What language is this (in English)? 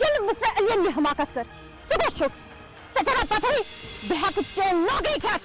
Kashmiri